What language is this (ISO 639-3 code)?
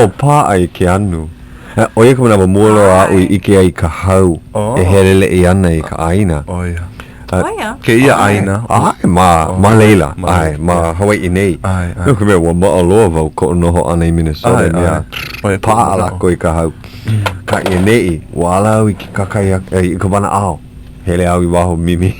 haw